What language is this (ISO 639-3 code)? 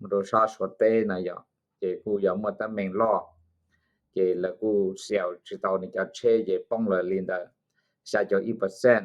hmn